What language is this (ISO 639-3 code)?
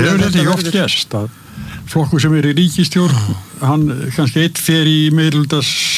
isl